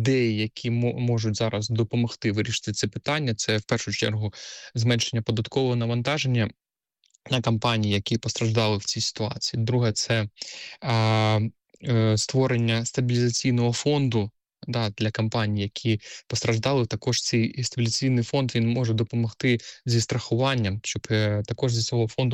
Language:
Ukrainian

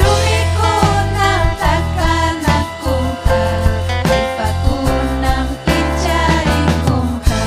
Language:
Ayacucho Quechua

